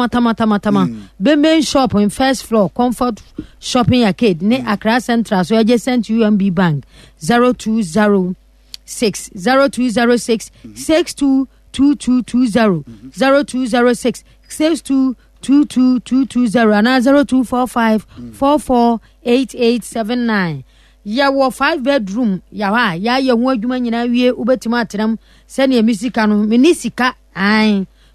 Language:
Akan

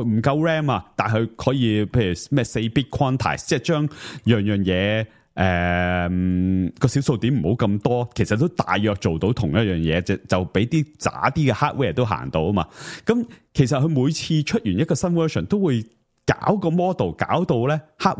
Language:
Cantonese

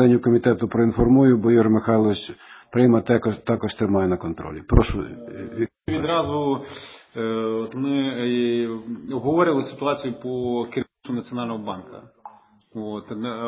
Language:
Ukrainian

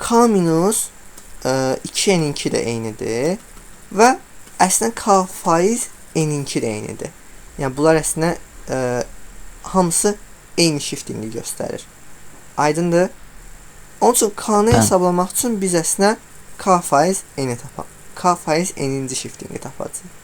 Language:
Azerbaijani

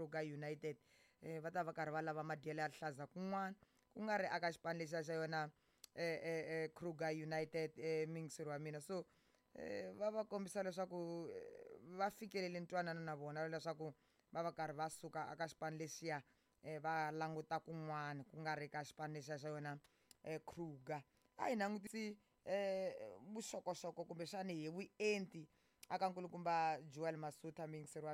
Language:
Tsonga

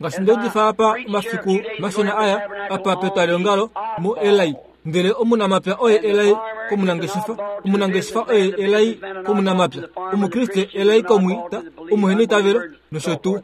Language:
Kuanyama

